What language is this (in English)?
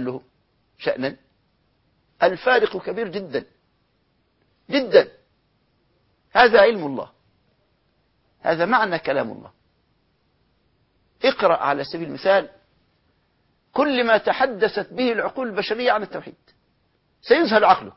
Arabic